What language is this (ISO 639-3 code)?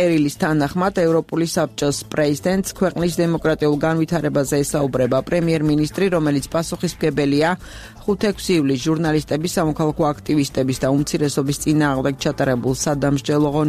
kat